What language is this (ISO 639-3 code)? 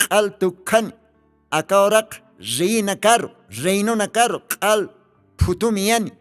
aym